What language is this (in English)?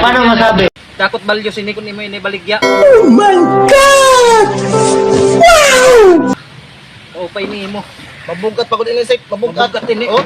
Waray